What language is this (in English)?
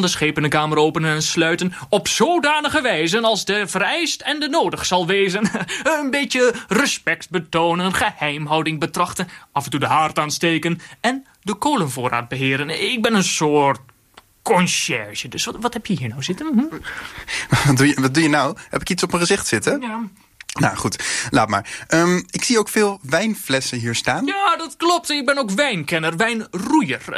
Dutch